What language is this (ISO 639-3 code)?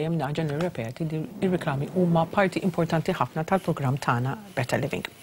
mlt